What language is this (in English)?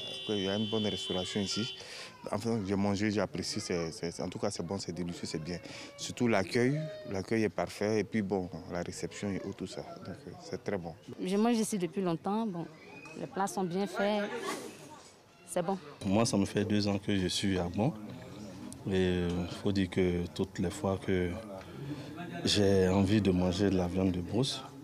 French